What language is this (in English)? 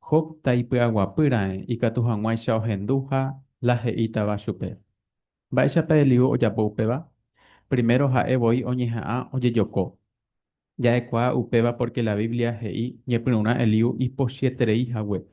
Guarani